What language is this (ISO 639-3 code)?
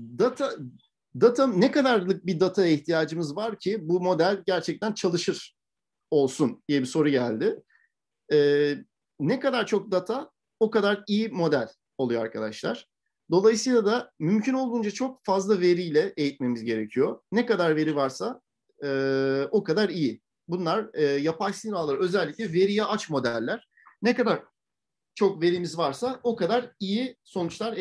tur